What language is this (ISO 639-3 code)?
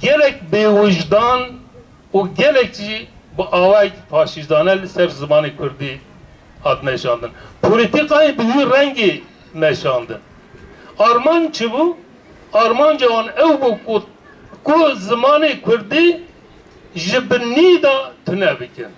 kur